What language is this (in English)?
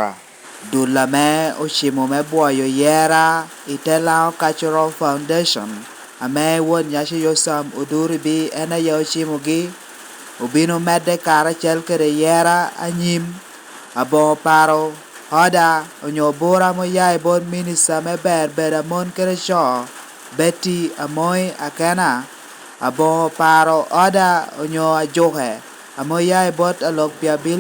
Lango (Uganda)